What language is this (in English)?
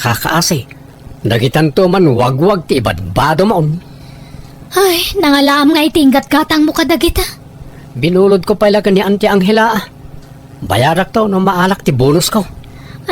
Iloko